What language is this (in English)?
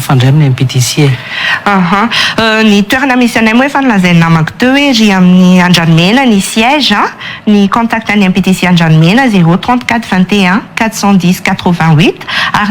Malagasy